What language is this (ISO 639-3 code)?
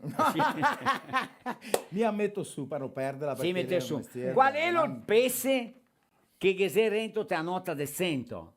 vec